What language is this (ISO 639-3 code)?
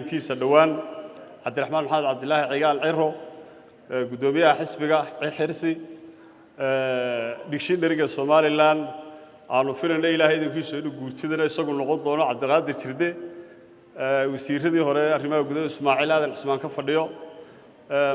som